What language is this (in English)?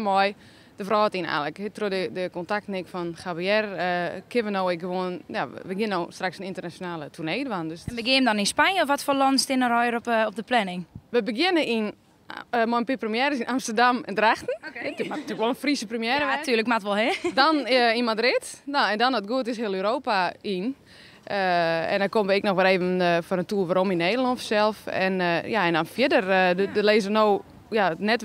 Western Frisian